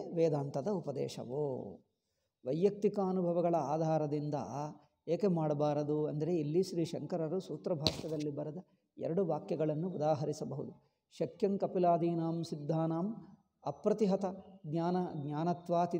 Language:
Kannada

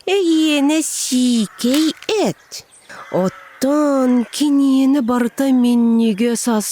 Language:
Yakut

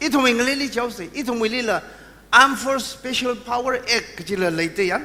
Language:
Tangkhul Naga (India)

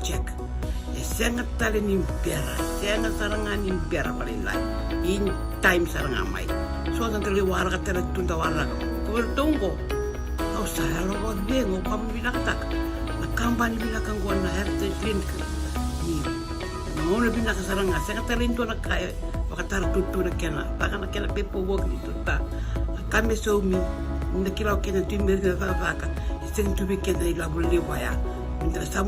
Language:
Fijian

